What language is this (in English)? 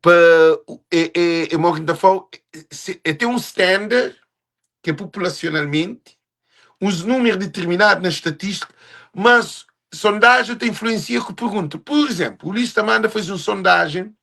Kabuverdianu